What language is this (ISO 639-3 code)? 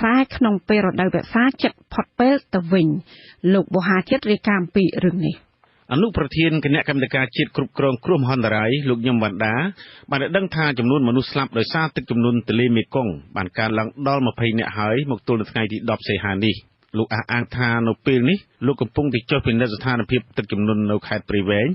khm